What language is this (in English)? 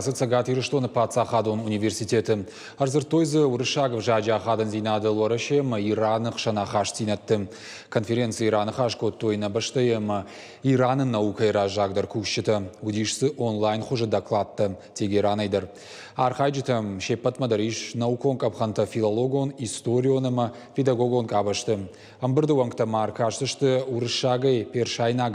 Ossetic